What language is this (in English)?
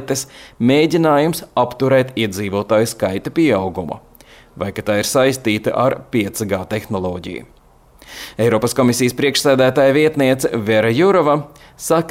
Latvian